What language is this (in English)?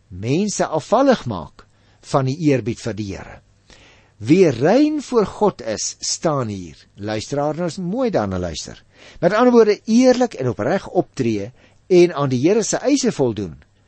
Afrikaans